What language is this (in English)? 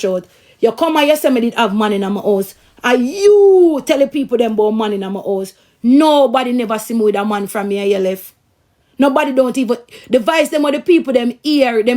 Jamaican Creole English